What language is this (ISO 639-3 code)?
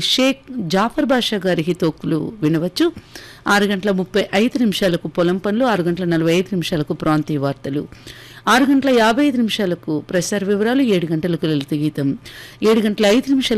tel